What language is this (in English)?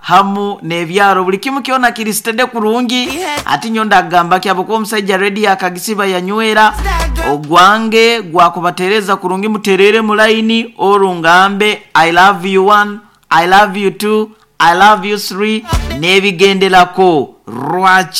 Nyoro